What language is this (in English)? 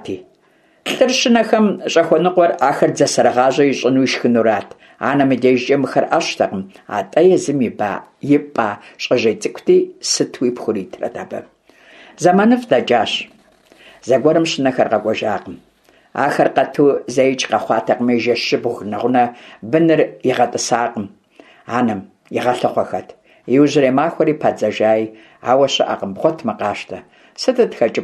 Kabardian